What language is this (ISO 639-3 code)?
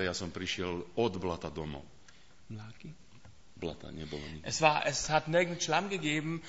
slk